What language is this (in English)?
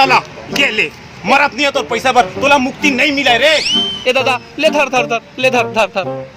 Chhattisgarhi